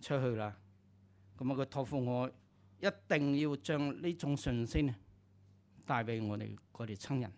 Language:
Cantonese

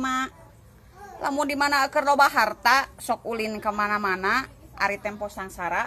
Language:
Sundanese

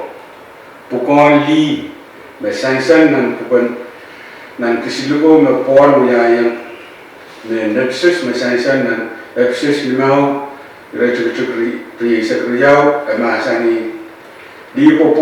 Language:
Pohnpeian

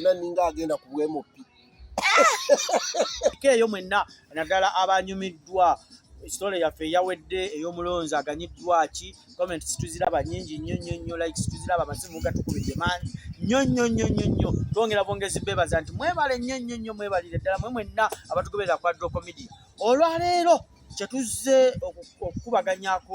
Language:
Ganda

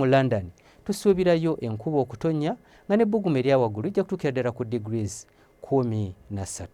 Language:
Ganda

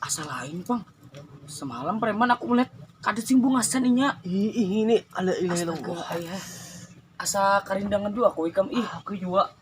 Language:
Banjar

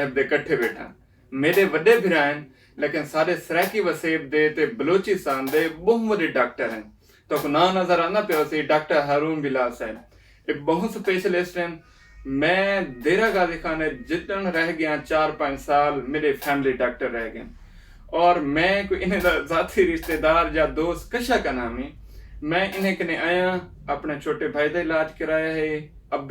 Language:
Saraiki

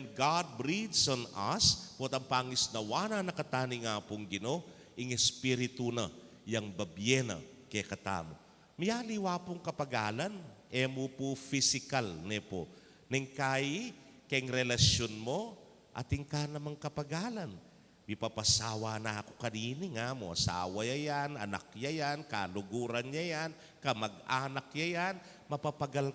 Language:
Pampanga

